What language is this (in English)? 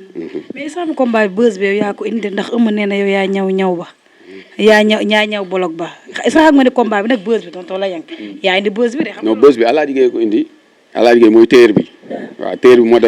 Wolof